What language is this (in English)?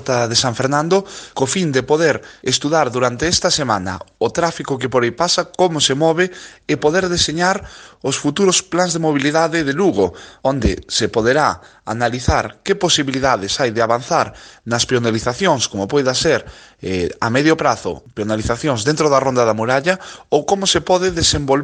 Galician